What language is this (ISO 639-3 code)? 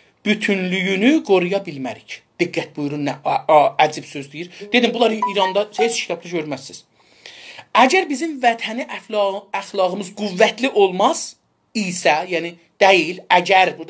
azb